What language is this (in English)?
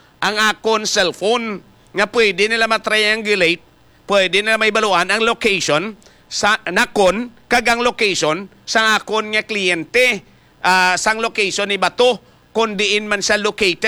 Hiligaynon